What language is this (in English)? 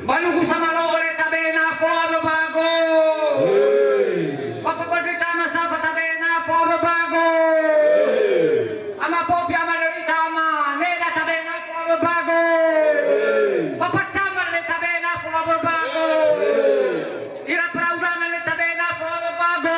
Nias